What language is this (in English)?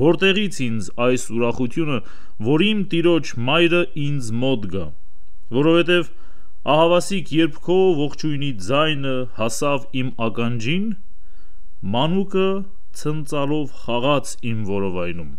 Armenian